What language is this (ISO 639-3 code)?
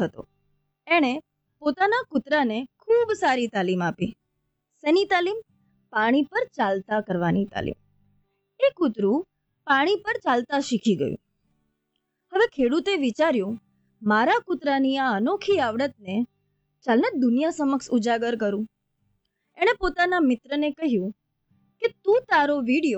guj